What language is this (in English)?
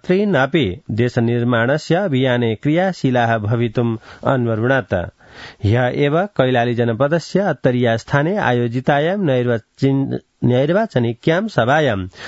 Sanskrit